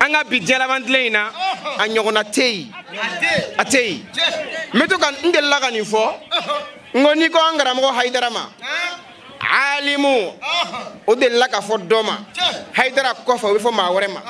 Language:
Bambara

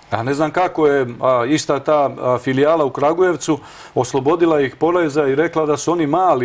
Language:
Serbian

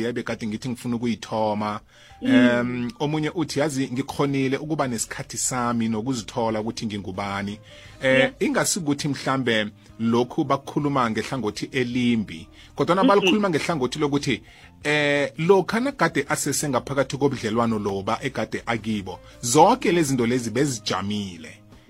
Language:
South Ndebele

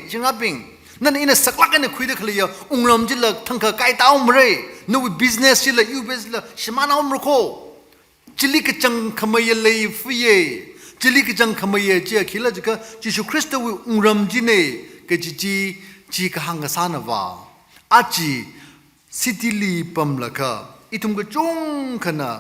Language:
Tangkhul Naga (India)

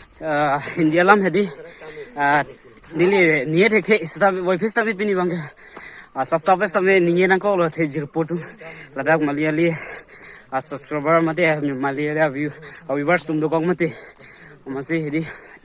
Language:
Karbi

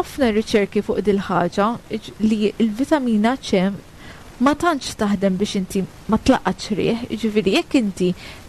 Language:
Maltese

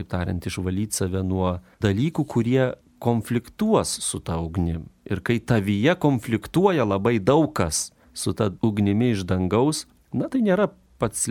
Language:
Lithuanian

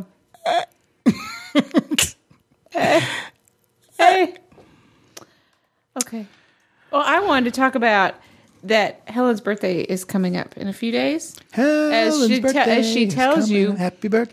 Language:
English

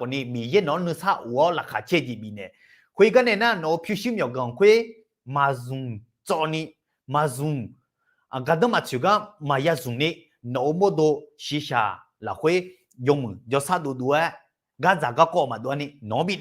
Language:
Akha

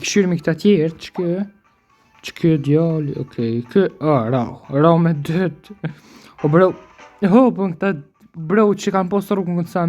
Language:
Albanian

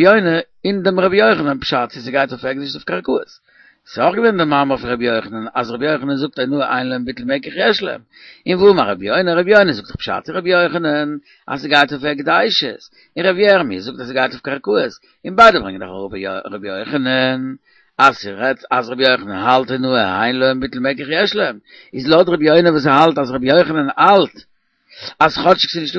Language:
Yiddish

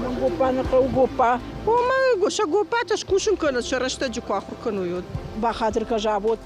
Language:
Ossetic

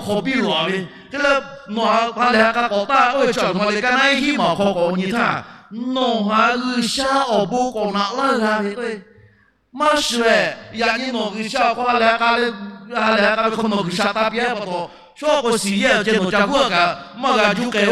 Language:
Lahu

